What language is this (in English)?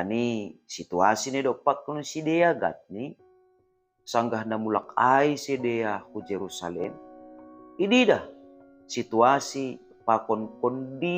Batak Simalungun